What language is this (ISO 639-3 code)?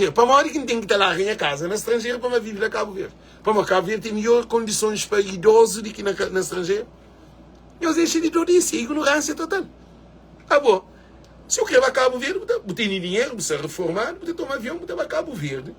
kea